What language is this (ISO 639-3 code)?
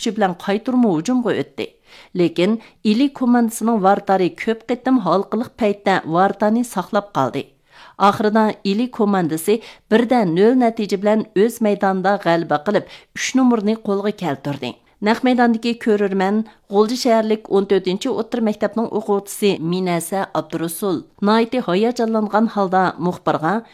uig